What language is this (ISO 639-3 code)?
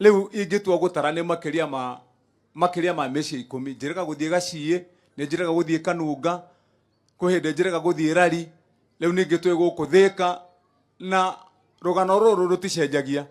kik